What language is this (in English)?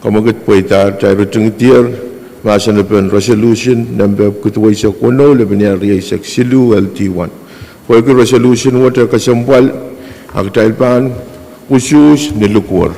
Pohnpeian